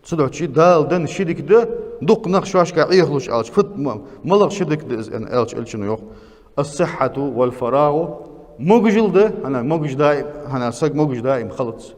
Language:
Ingush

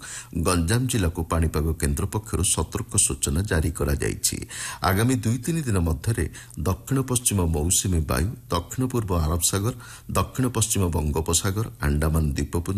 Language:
Odia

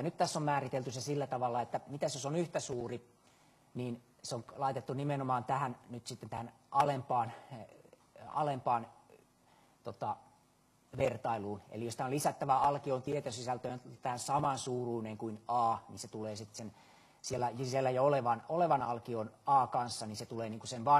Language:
Finnish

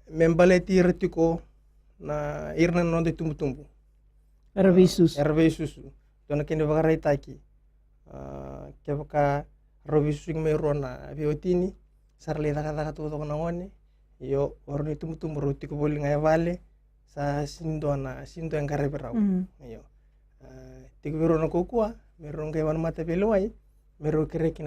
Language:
Fijian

